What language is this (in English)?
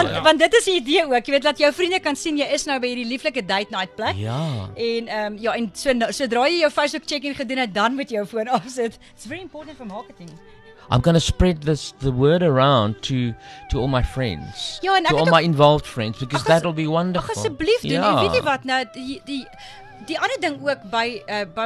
Afrikaans